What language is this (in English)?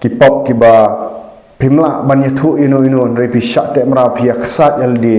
Khasi